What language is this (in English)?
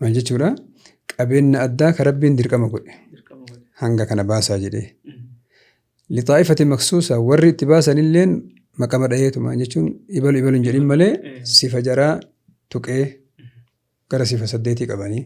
Oromo